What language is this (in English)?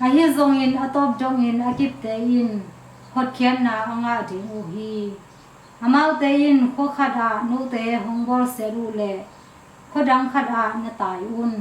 Tedim Chin